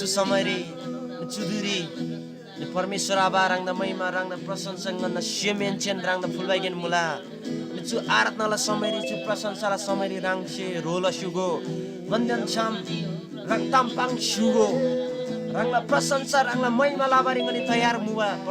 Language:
Eastern Tamang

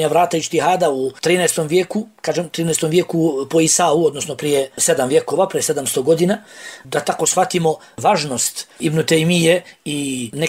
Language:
Bosnian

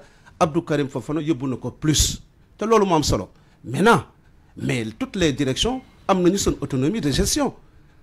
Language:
Wolof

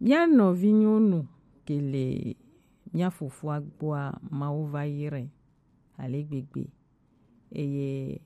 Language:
Gen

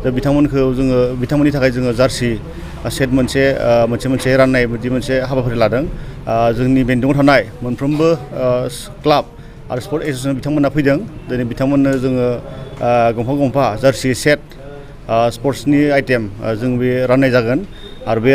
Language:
Bodo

